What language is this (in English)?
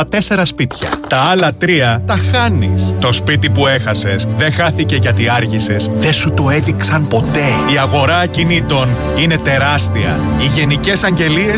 Greek